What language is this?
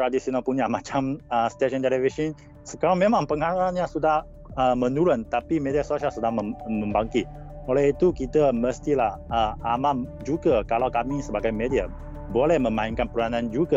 Malay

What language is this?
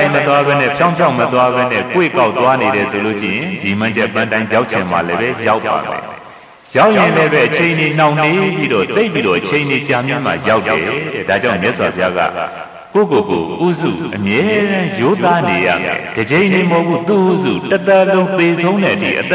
Burmese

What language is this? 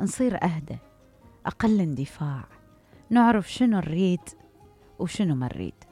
Mesopotamian Arabic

